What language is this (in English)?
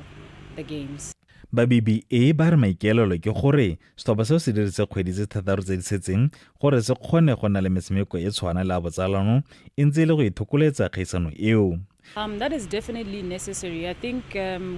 Tswana